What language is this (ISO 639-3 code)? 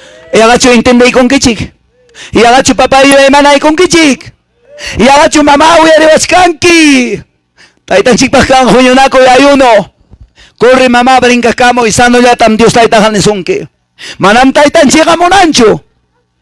que